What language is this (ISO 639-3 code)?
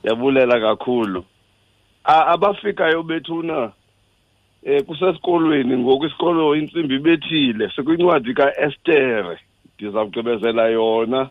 xho